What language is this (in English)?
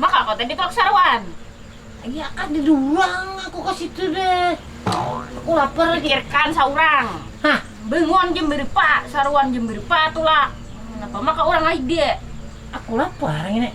Banjar